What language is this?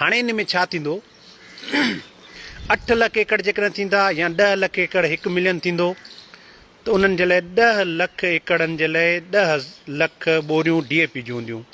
Sindhi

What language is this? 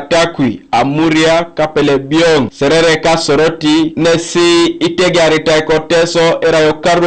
Teso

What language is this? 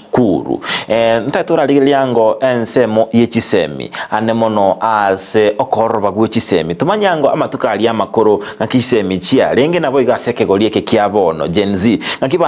Gusii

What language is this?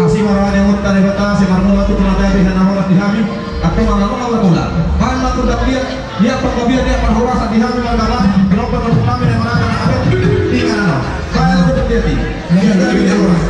Batak Toba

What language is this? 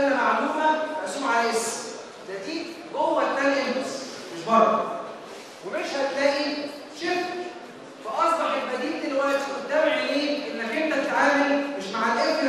Egyptian Arabic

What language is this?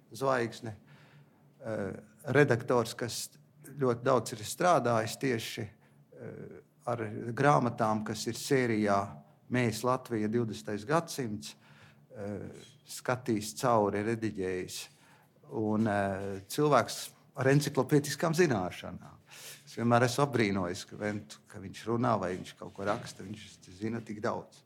Latvian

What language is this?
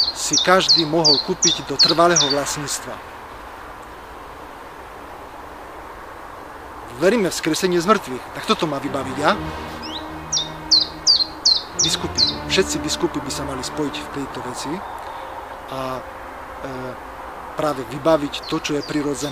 Slovak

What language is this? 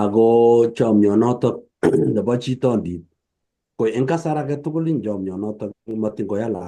Kalenjin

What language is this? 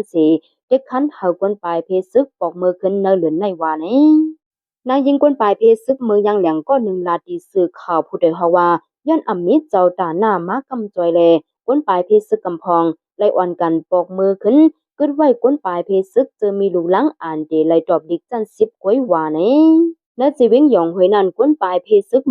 Shan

